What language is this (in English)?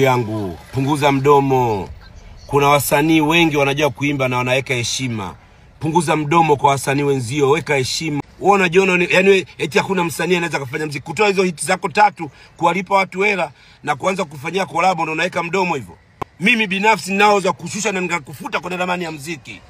Swahili